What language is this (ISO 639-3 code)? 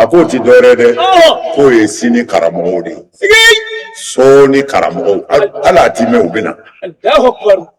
bam